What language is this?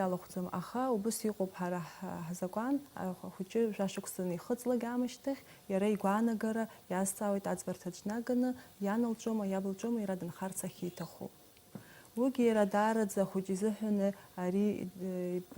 Abkhazian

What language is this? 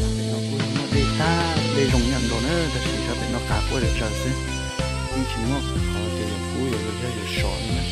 Hmong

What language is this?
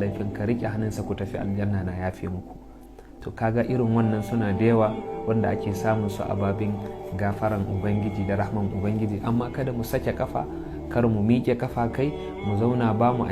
Hausa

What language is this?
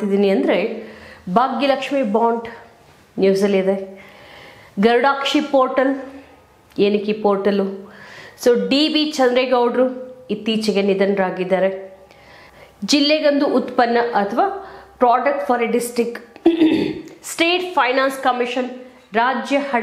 Kannada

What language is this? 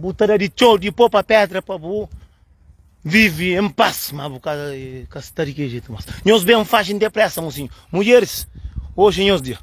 Kabuverdianu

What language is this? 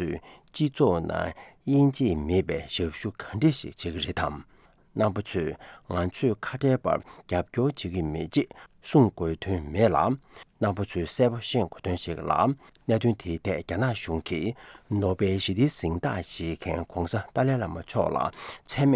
Tibetan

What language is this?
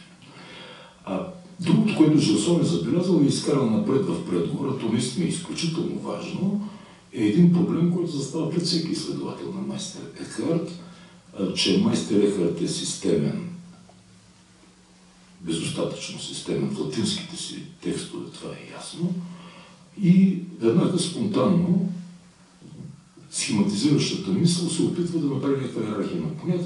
Bulgarian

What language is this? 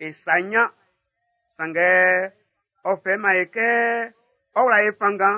Baoulé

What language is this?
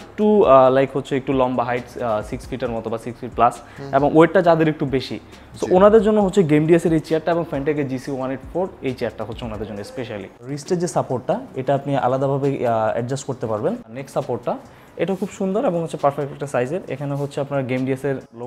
Bangla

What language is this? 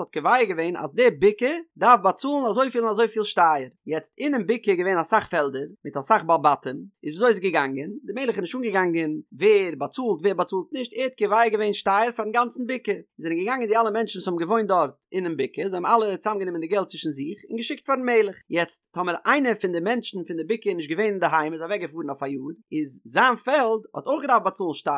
Yiddish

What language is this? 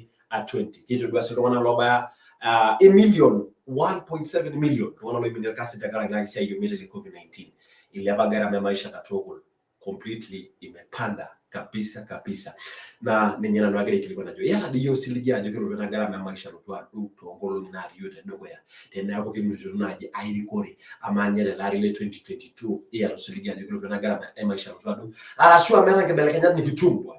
Masai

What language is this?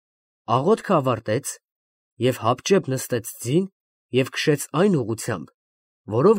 Armenian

